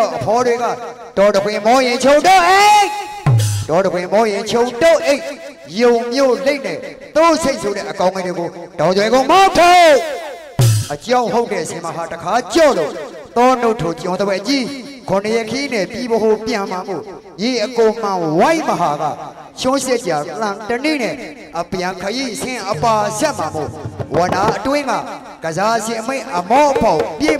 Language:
Burmese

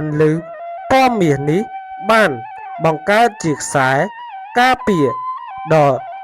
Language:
Khmer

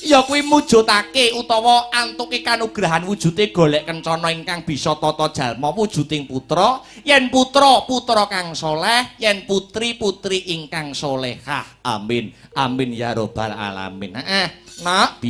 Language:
Javanese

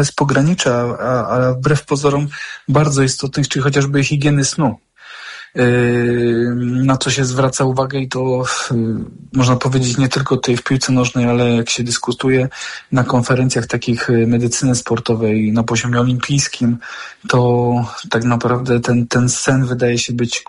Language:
Polish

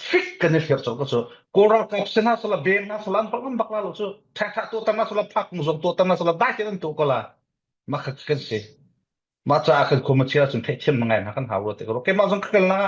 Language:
Falam Chin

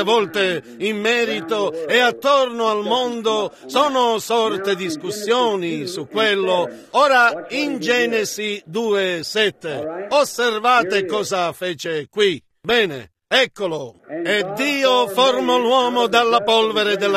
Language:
Italian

